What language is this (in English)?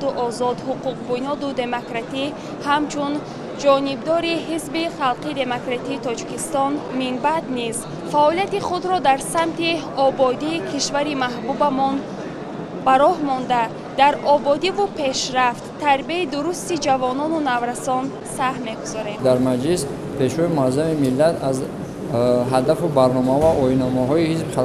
Tajik